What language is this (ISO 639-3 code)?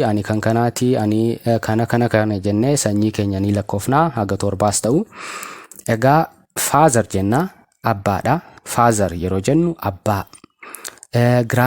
orm